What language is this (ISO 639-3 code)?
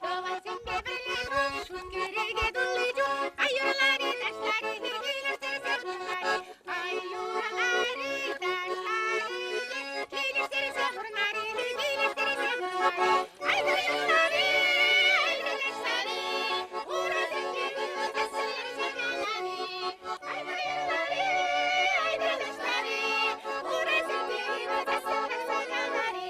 chv